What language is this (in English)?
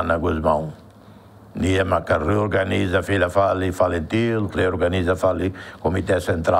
Tetum